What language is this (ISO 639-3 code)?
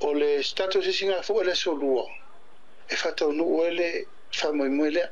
smo